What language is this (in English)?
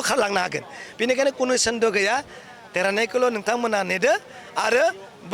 Bodo